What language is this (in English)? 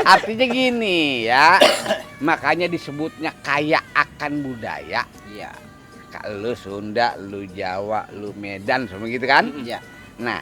Betawi